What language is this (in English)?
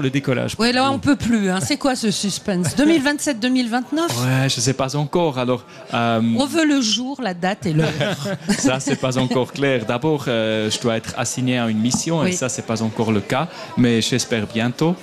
French